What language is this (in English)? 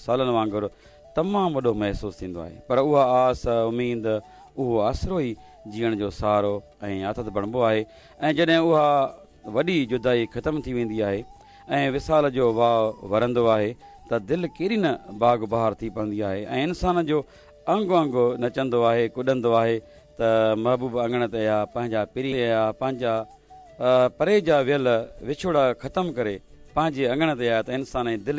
Sindhi